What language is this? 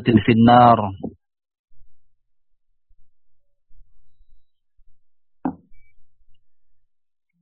Indonesian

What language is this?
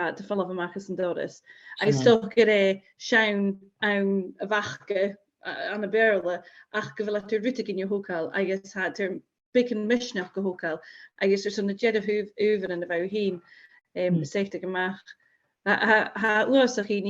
Scottish Gaelic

